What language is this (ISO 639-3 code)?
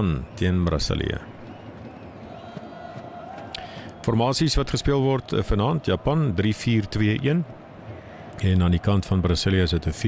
afr